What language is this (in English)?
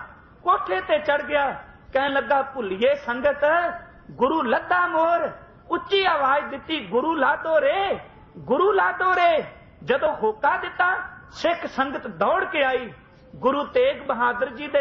Punjabi